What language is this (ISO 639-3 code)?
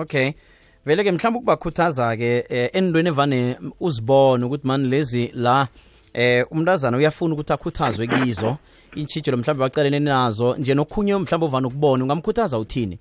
nbl